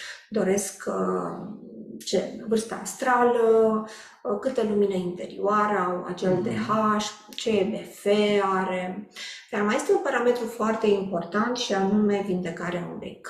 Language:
Romanian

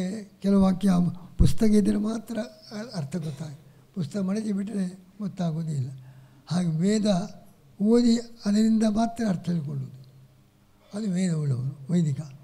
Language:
Kannada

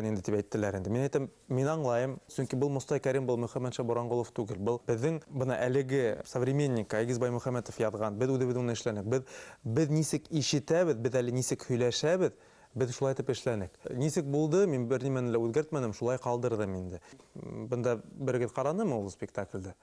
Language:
Bashkir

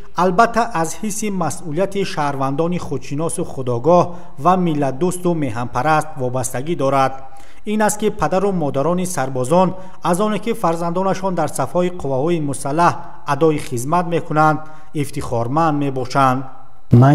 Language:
Tajik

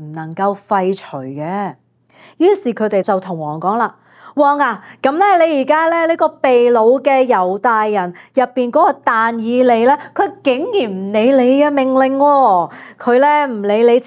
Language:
Cantonese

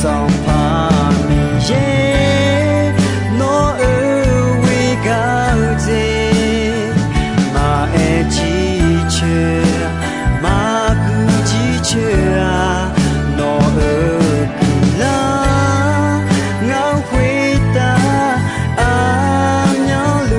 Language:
Akha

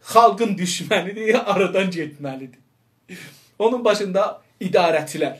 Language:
South Azerbaijani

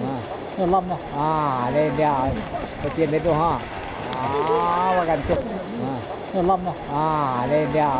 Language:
Minangkabau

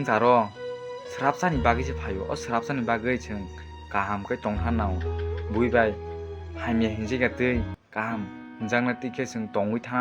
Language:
Kok Borok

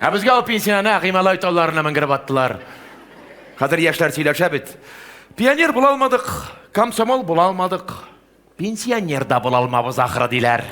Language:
Tatar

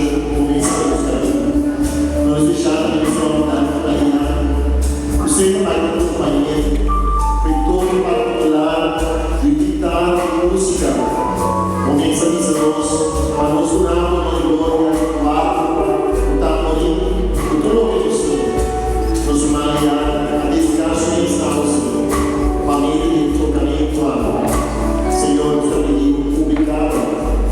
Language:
Papiamento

